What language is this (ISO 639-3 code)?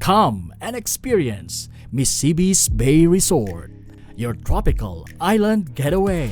bik